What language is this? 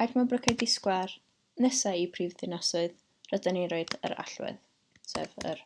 Welsh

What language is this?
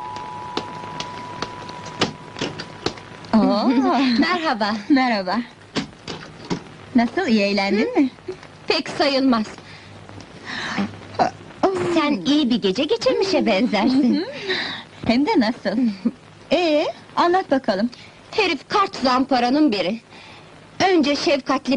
Turkish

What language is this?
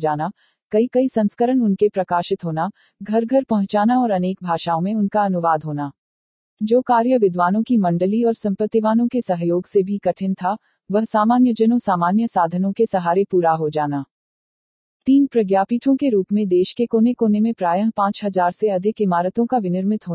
Hindi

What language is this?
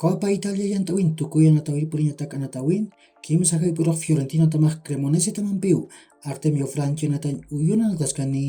Aymara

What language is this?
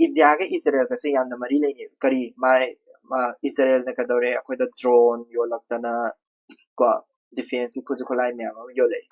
Manipuri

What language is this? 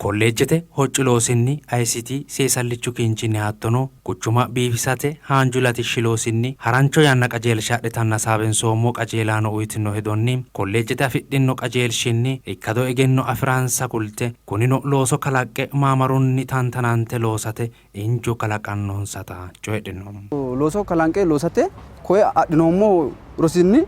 Sidamo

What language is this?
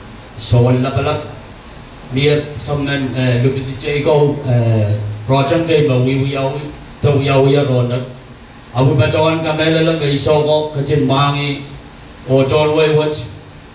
Pohnpeian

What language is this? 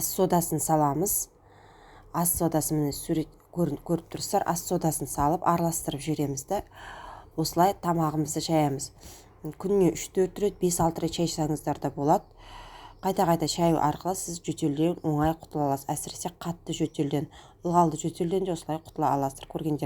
Kazakh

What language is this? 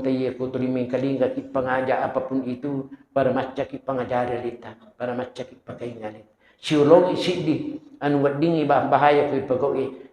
Buginese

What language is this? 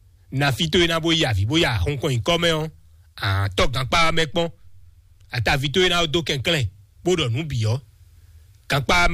Fon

